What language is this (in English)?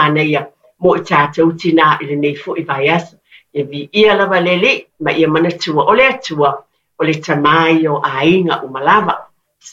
Samoan